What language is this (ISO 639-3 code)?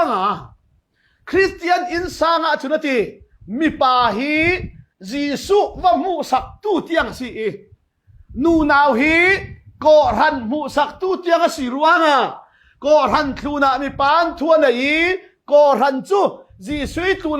cfm